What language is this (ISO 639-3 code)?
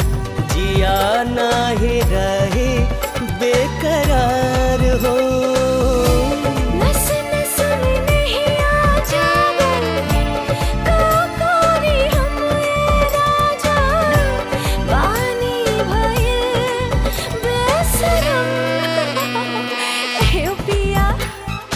bho